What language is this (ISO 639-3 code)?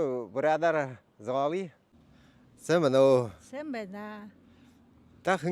bua